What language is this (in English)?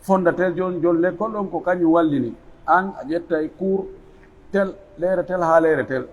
Pular